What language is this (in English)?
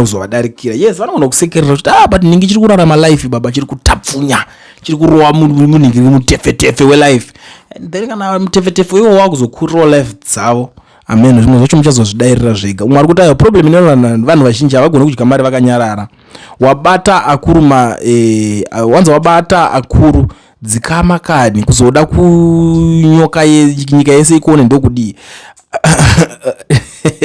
Shona